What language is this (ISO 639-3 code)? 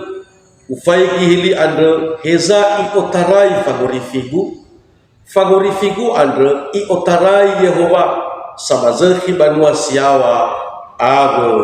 nia